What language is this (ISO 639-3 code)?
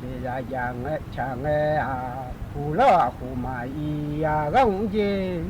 ahk